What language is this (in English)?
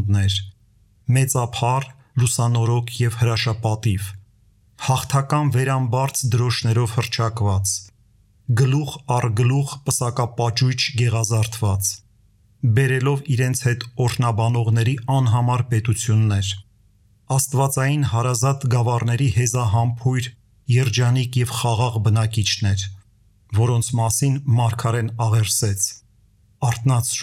Armenian